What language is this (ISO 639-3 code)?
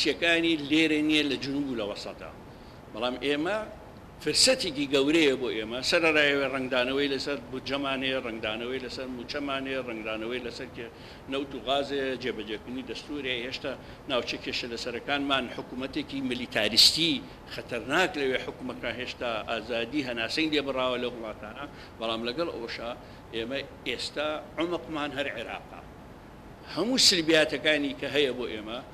ckb